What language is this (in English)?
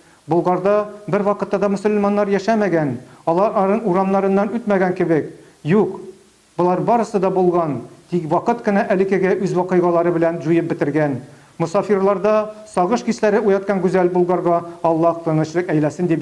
Tatar